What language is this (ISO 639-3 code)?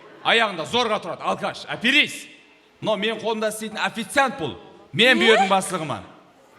kaa